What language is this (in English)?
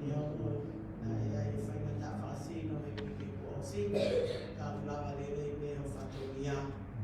Tongan